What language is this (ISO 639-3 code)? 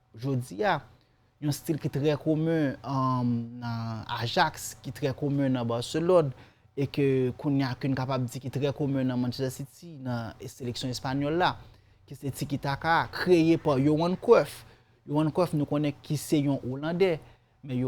hat